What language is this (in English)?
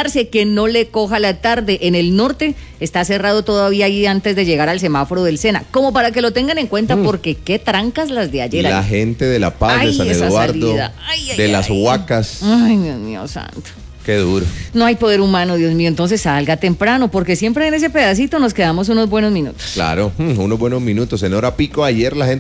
Spanish